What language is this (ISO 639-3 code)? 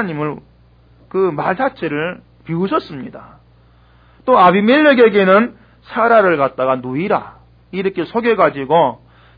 kor